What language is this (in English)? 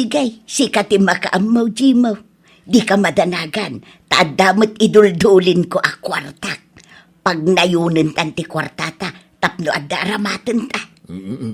Iloko